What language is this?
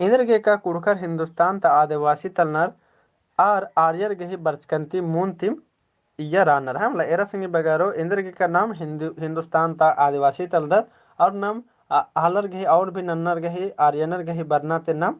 Kurukh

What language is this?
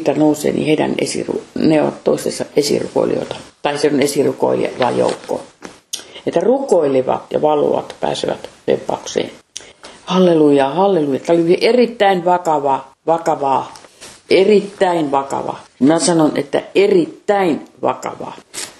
Finnish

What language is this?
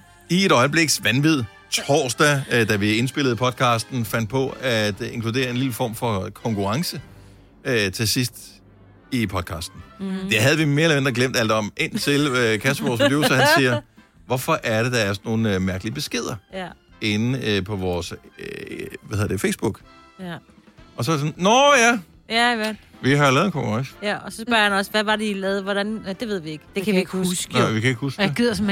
Danish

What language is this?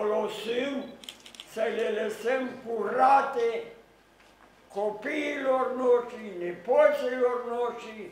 Romanian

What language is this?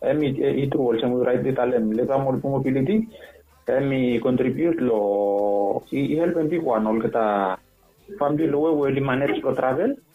Bislama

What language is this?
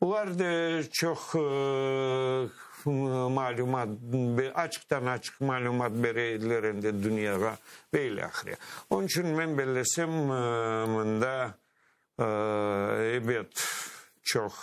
Crimean Tatar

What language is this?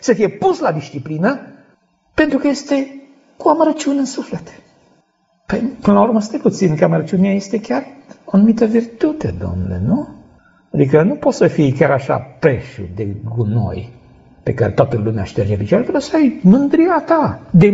Romanian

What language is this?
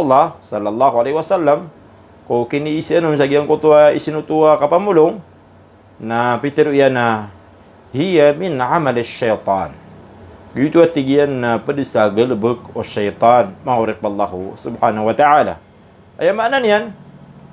Maranao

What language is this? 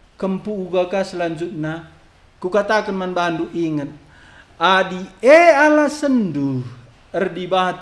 Batak Karo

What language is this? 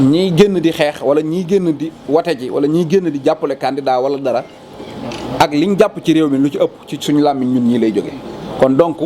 Wolof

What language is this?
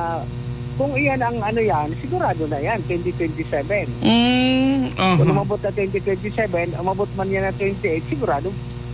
Bikol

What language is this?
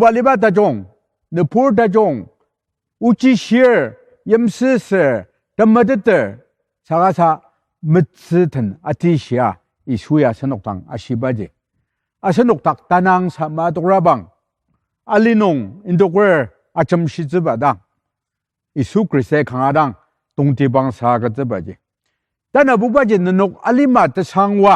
Ao Naga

